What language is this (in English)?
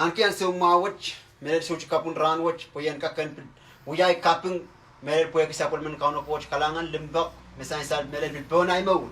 Pohnpeian